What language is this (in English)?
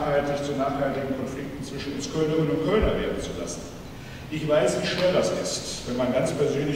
German